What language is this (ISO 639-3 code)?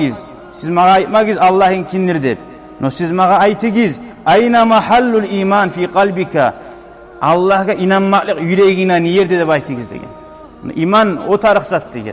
kum